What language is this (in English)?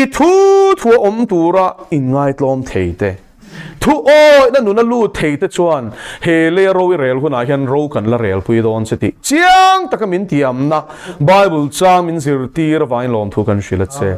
Mizo